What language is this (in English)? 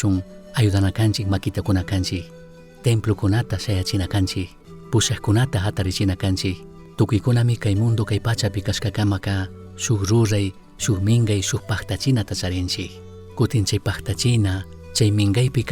Chimborazo Highland Quichua